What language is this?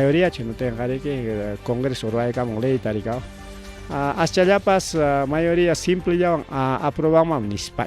Ayacucho Quechua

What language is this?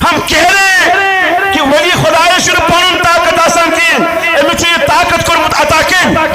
Kashmiri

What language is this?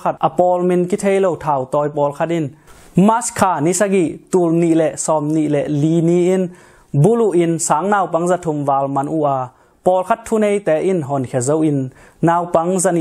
Tedim Chin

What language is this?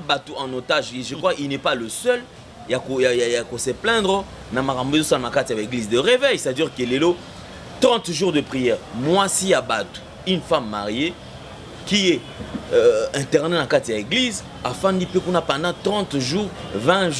Lingala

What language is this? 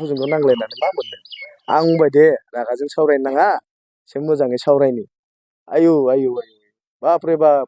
Bodo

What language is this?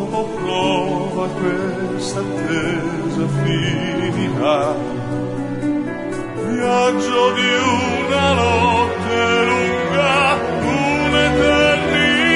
Italian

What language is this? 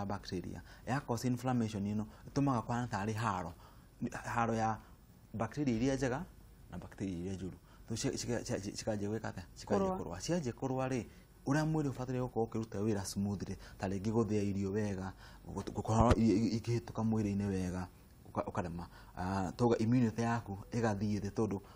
Kikuyu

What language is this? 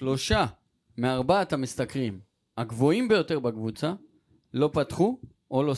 Hebrew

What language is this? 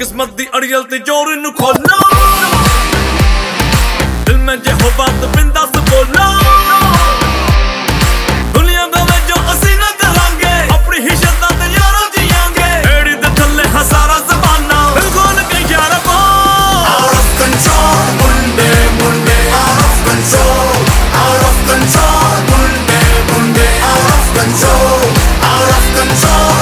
Hindi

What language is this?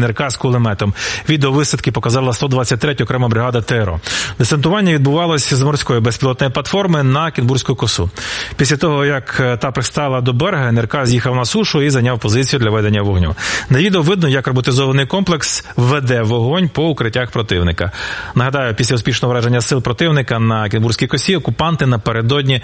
Ukrainian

